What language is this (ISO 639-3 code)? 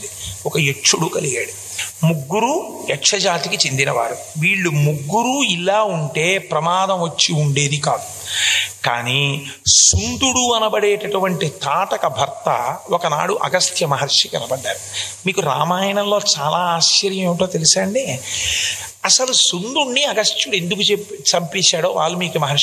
tel